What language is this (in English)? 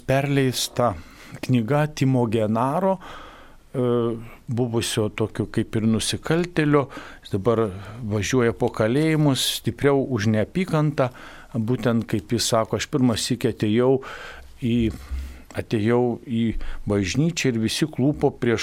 Lithuanian